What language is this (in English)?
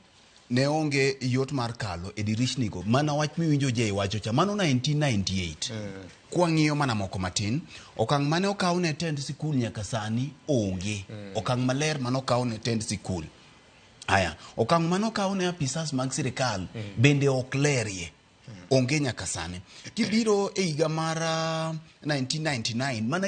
Luo (Kenya and Tanzania)